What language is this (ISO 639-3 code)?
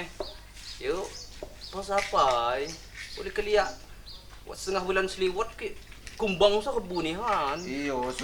ljp